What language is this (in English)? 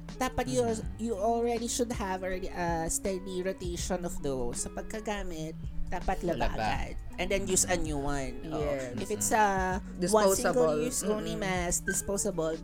Filipino